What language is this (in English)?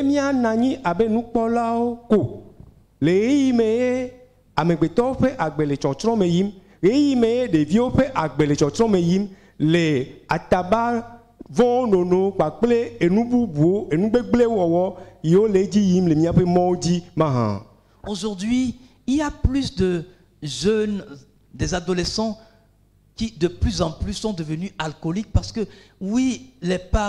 Ewe